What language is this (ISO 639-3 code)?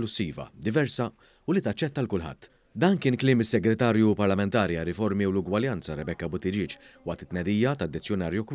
mlt